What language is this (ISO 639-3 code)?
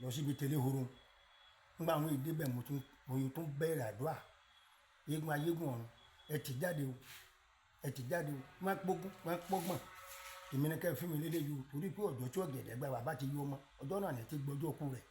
yor